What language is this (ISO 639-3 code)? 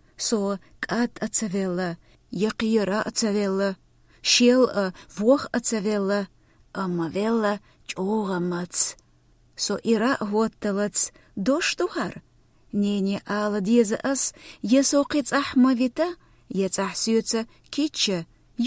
che